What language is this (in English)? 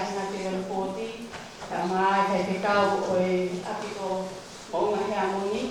Tongan